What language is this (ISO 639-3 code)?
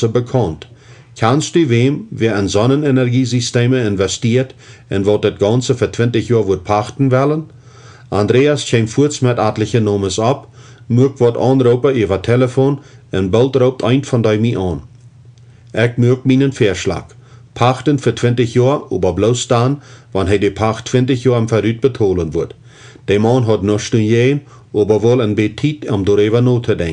pdt